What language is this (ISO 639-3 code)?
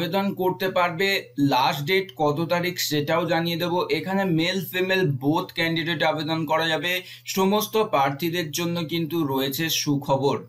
ben